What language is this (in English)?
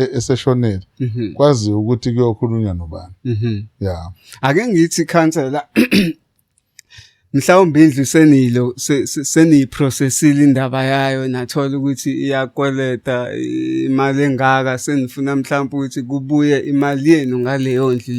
Zulu